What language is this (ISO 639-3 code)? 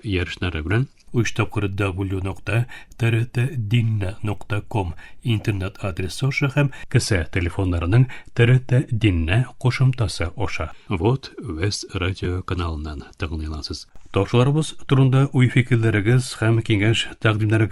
tat